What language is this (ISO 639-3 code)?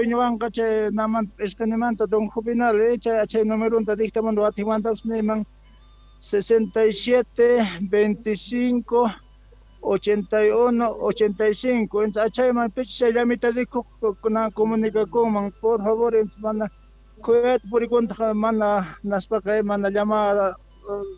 quh